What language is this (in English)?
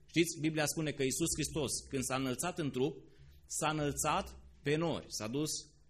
Romanian